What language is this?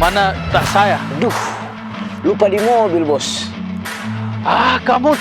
Makassar Malay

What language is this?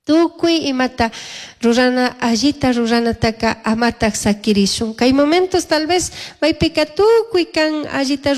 Chimborazo Highland Quichua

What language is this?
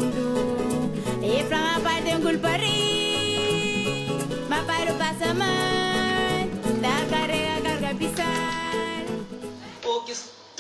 Kabuverdianu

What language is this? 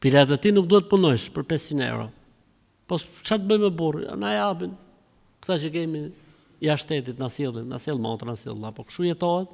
Albanian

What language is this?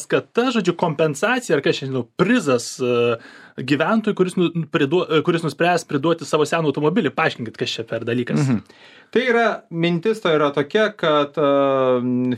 Lithuanian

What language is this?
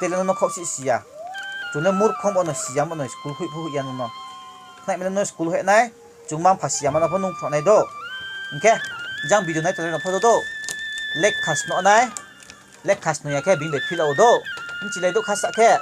Riang (India)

